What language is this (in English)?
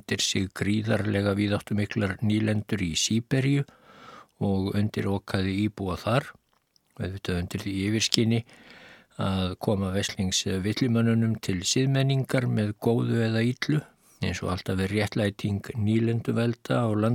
Icelandic